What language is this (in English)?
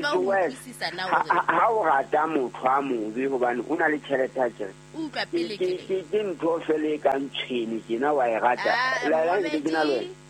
Southern Sotho